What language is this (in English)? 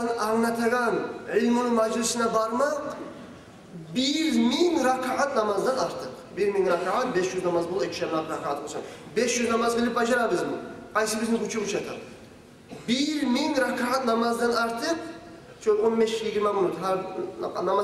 Kumyk